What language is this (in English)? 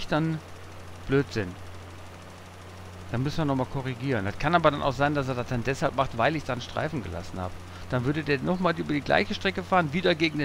German